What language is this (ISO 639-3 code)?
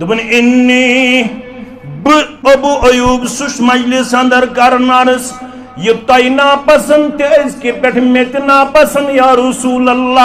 kas